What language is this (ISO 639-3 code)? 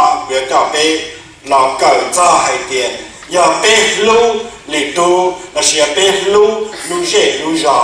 hmn